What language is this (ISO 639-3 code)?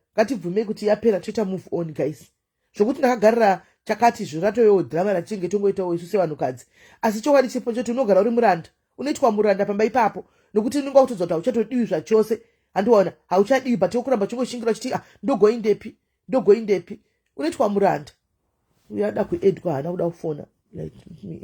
sna